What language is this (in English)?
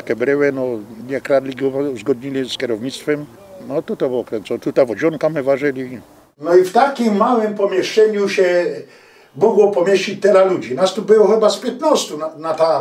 Silesian